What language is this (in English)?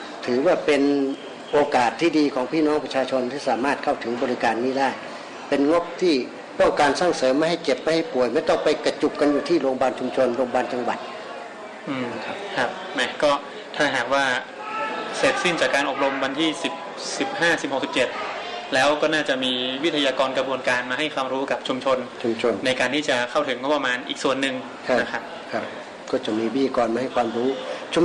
Thai